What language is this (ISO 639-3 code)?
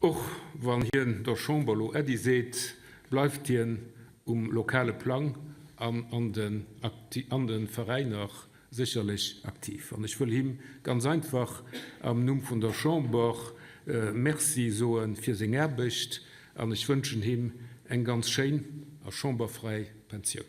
ltz